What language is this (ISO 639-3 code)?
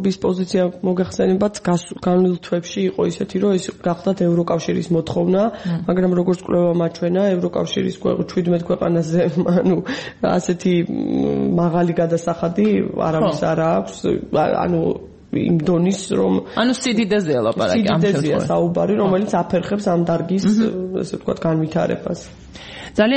kat